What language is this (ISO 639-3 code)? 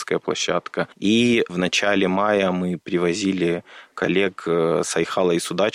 rus